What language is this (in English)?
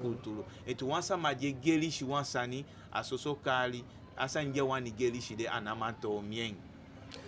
Eastern Maroon Creole